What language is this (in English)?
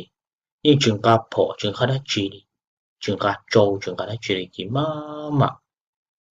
Hmong